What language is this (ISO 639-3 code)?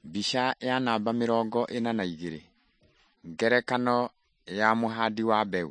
kik